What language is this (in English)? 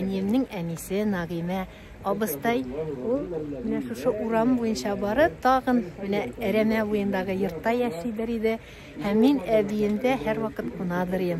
Tatar